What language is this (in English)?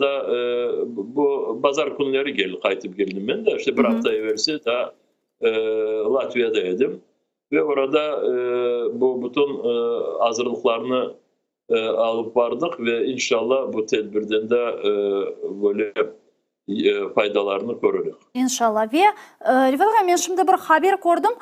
Crimean Tatar